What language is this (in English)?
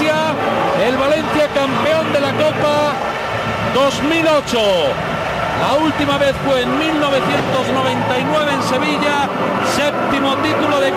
Spanish